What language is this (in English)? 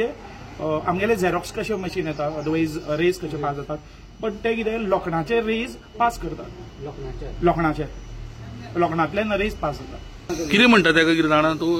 Konkani